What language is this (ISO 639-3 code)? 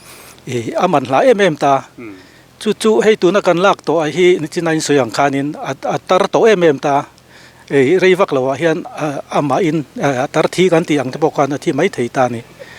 lus